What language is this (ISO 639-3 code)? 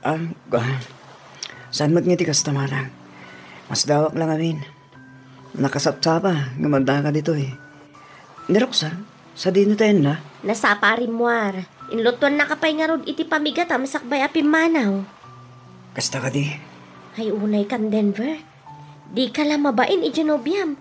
ilo